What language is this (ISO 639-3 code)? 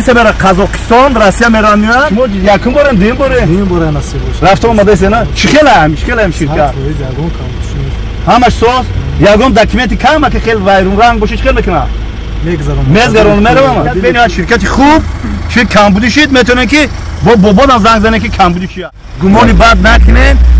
tgk